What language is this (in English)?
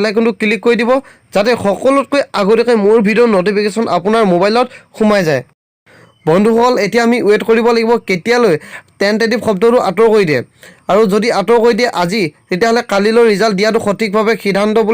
Assamese